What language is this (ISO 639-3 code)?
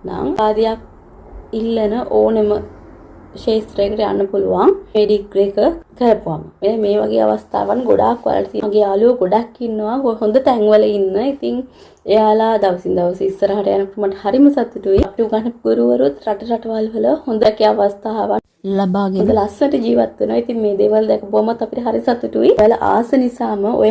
sin